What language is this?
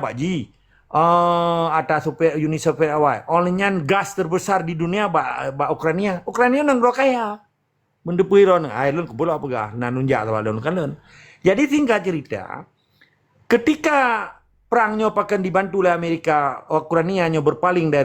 Achinese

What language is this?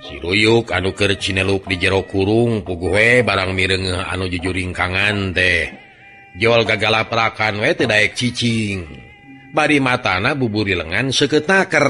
Sundanese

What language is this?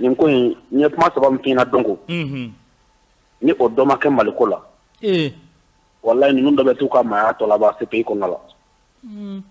Bambara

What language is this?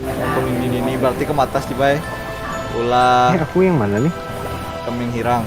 Banjar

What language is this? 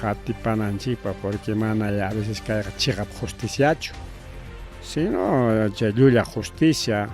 Ayacucho Quechua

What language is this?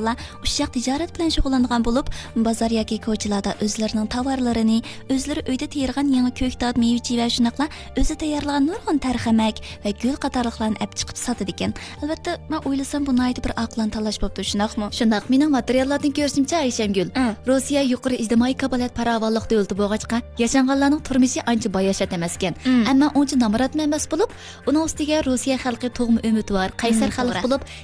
Uyghur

